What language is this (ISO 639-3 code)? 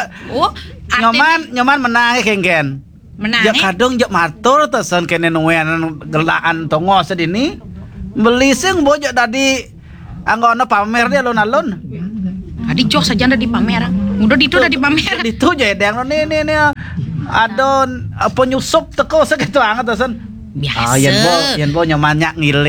ban